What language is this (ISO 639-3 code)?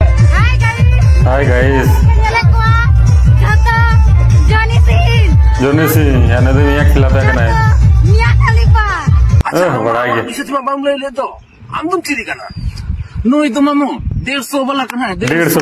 sat